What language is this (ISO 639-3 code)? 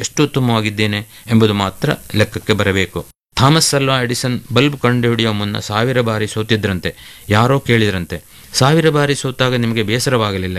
kan